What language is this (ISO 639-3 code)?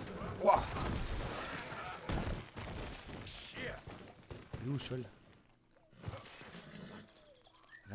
fra